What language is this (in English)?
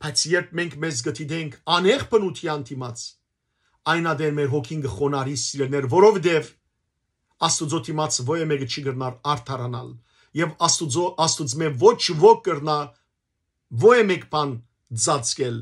Western Armenian